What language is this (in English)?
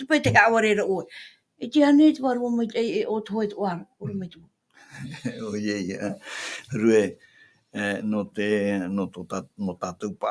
Tahitian